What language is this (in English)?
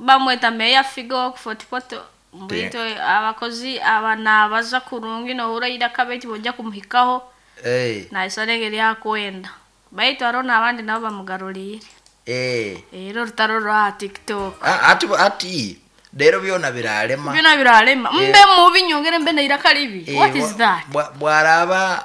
Nyoro